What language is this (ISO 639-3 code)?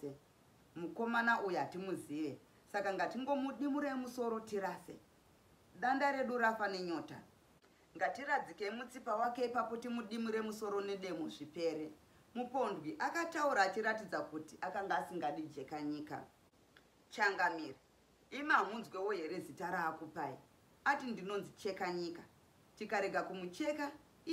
sna